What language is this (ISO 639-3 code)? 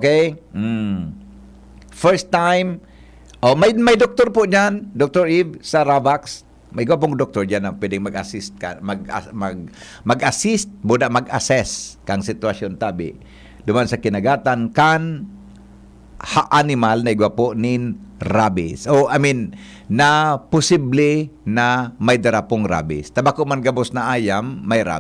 bik